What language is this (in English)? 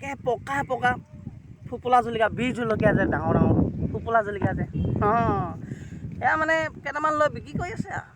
Assamese